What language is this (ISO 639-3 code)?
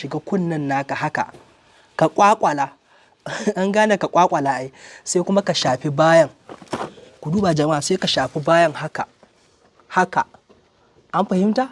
hau